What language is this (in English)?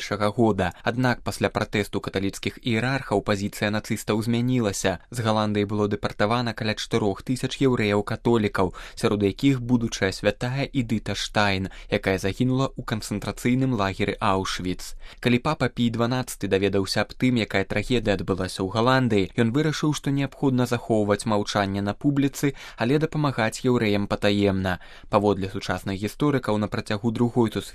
Belarusian